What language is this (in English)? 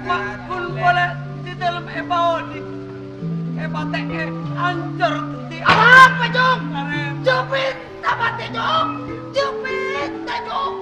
Madurese